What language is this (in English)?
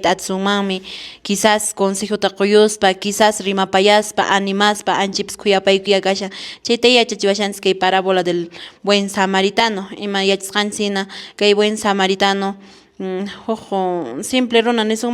Quechua